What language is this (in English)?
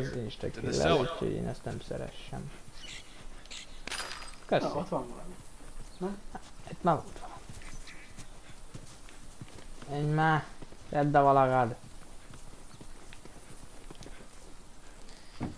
Hungarian